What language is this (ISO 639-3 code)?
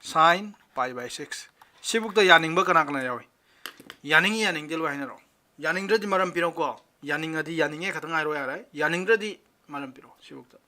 mni